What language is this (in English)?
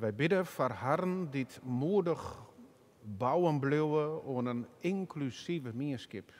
Western Frisian